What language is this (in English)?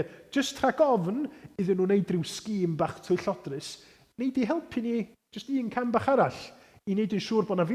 Welsh